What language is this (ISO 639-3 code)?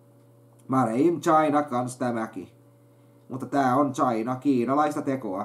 fin